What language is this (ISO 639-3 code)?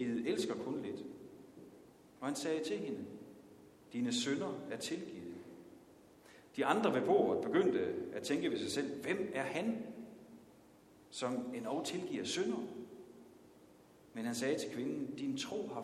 dan